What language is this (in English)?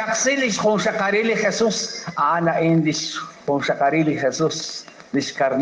Kekchí